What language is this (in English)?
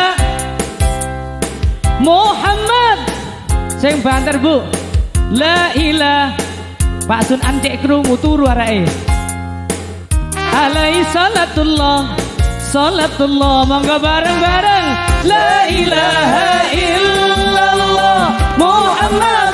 Javanese